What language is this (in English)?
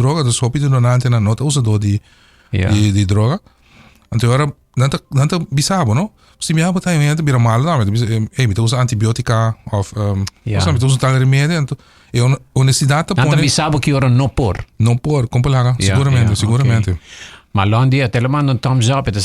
Papiamento